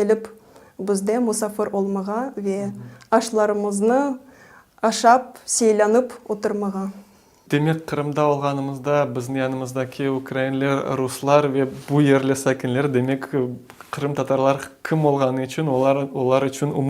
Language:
Crimean Tatar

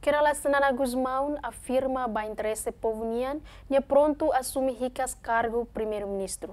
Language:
Tetum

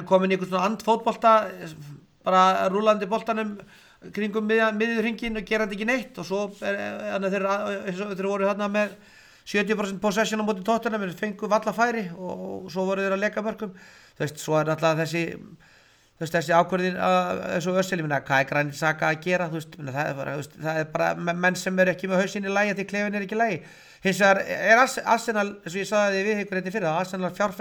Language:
Icelandic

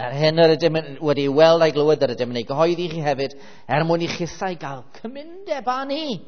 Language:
Welsh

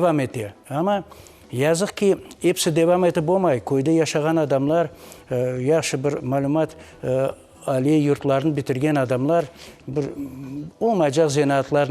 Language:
Crimean Tatar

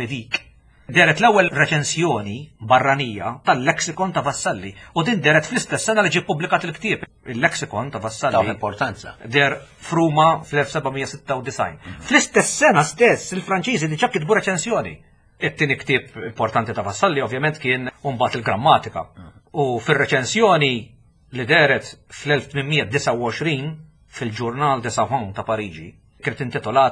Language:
Maltese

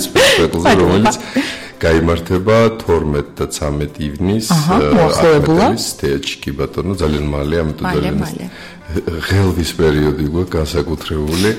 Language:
Georgian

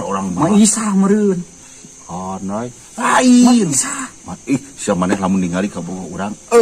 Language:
Sundanese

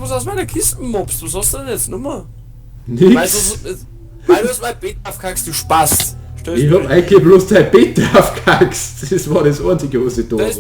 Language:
Bavarian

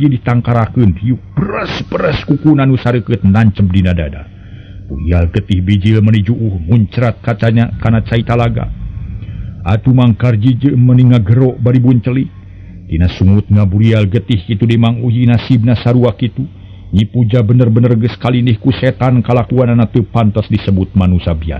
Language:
Sundanese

